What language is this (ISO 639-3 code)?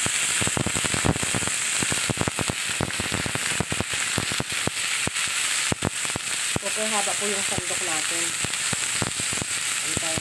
fil